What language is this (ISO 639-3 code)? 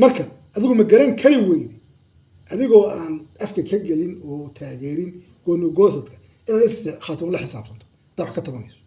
som